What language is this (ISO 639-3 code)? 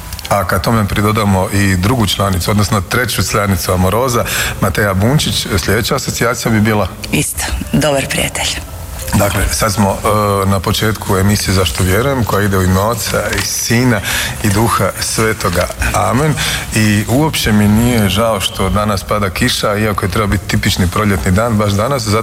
hrv